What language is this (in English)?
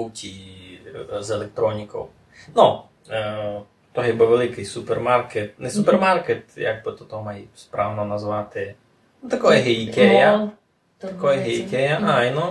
Rusyn